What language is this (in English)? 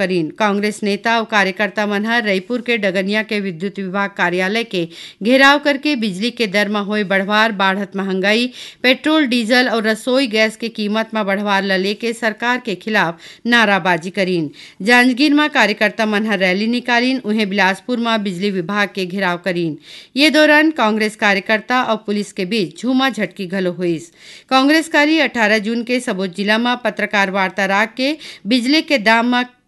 Chhattisgarhi